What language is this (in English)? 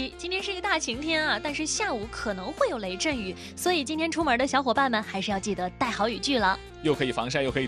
Chinese